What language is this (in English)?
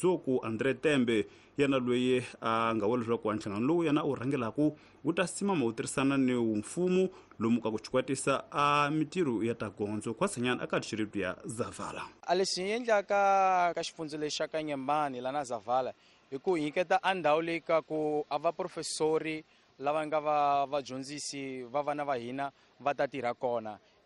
Tsonga